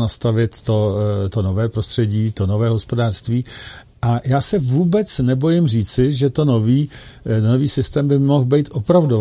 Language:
Czech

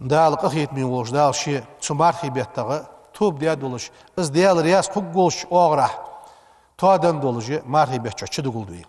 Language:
Ingush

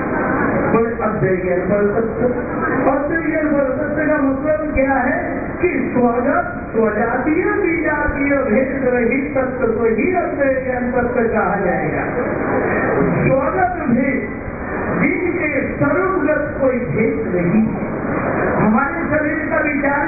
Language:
Hindi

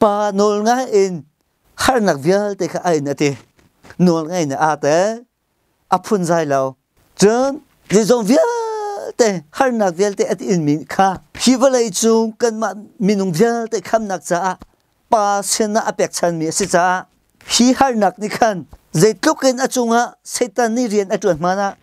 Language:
Hakha Chin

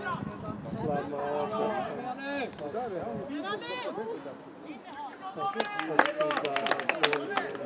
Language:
Swedish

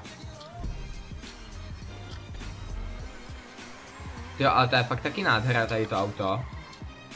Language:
Czech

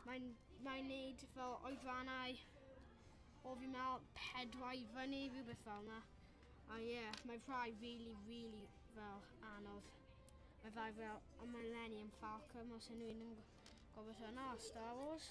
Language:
Welsh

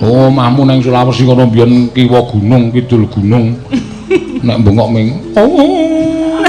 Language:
Javanese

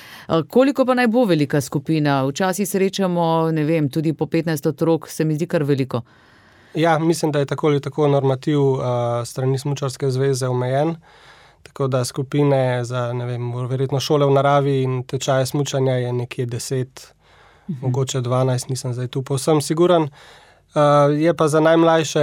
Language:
Slovenian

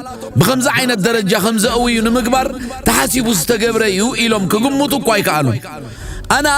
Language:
Tigrinya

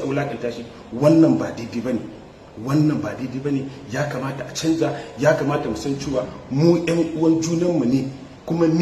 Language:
Hausa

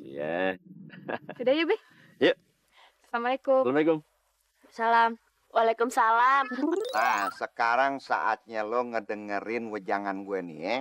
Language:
Betawi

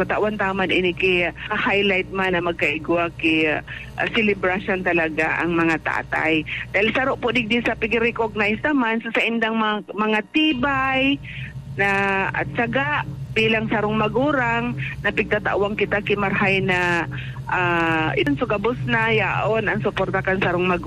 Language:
Bikol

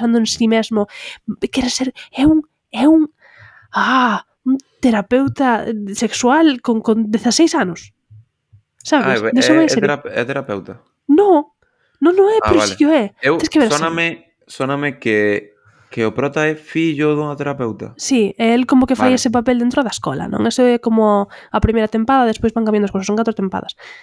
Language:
Galician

